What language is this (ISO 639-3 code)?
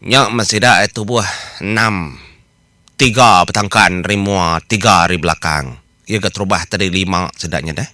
iba